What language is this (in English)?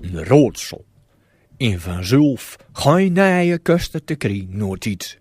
Gronings